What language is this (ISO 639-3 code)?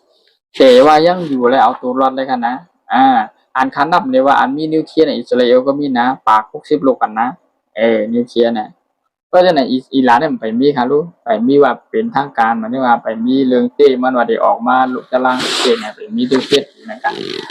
shn